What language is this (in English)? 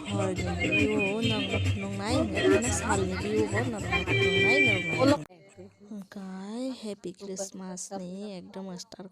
Kok Borok